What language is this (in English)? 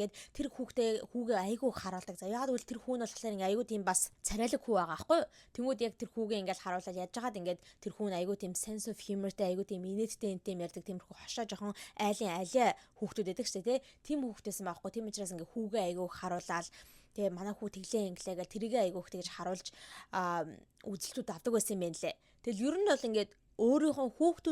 Mongolian